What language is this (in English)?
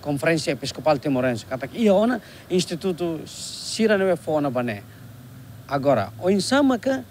Tetum